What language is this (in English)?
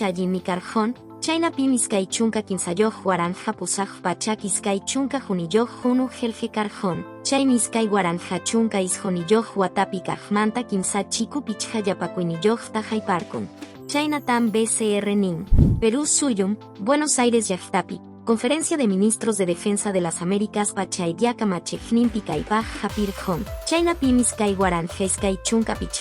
Quechua